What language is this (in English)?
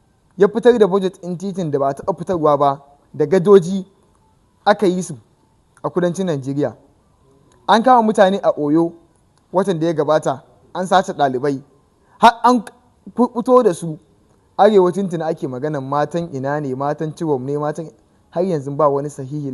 Hausa